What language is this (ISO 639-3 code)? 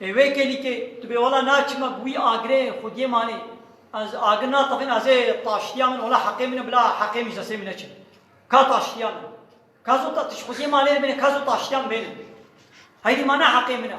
kur